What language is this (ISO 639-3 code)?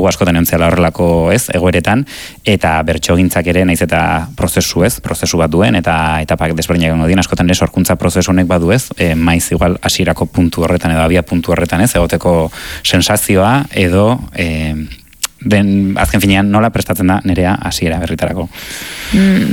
eus